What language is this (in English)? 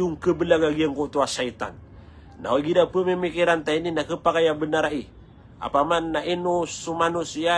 Maranao